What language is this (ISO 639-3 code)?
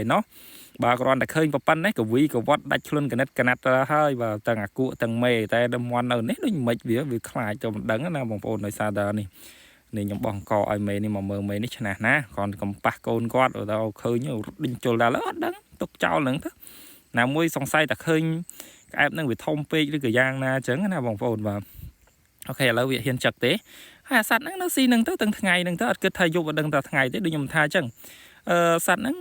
khm